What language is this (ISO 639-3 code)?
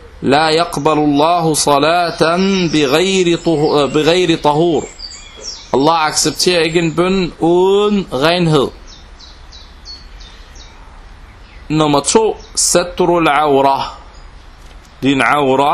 dan